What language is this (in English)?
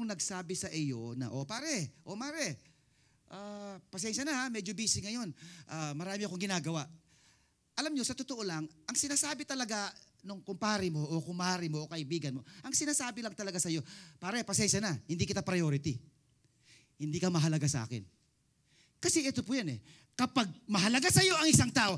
Filipino